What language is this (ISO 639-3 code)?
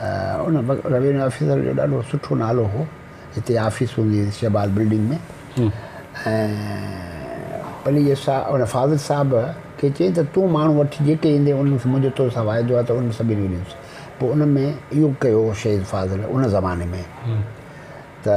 snd